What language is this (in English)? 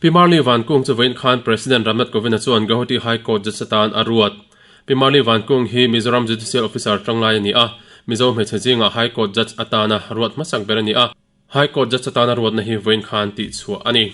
Mizo